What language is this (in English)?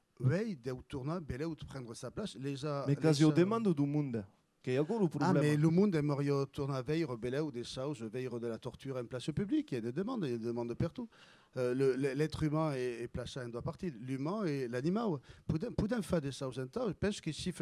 Occitan